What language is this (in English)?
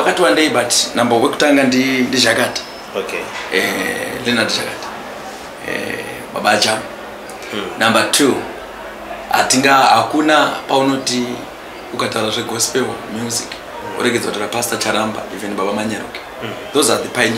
Shona